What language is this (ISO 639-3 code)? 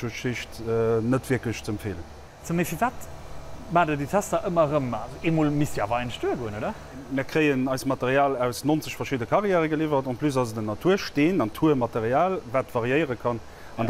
ltz